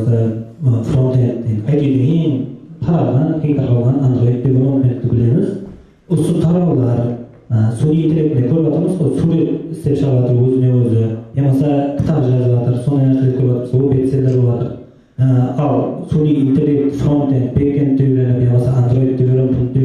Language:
Kara-Kalpak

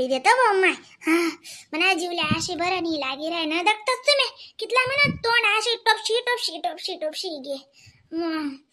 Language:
Khandesi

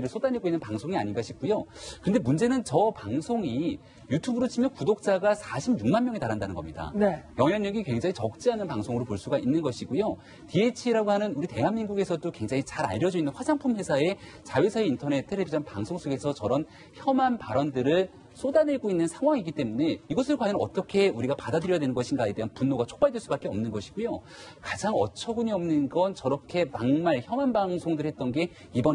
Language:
Korean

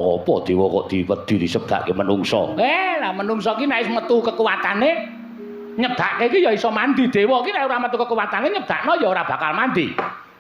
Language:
Javanese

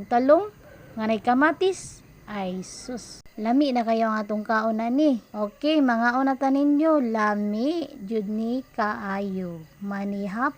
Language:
Cebuano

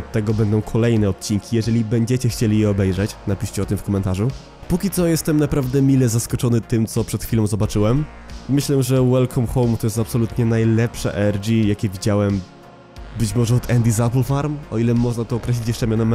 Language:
Polish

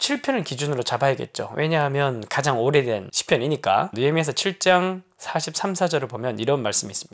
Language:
Korean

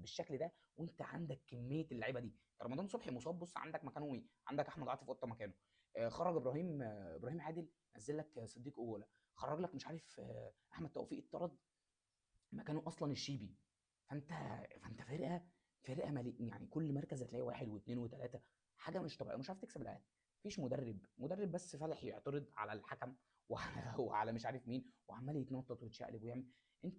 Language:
Egyptian Arabic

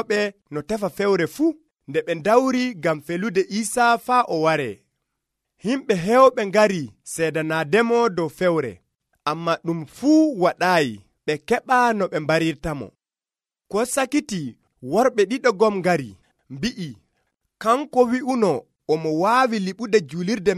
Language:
Nigerian Fulfulde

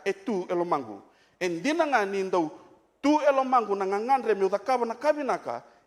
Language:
Fijian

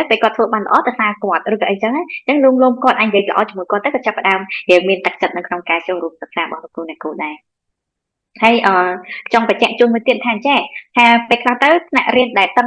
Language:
Khmer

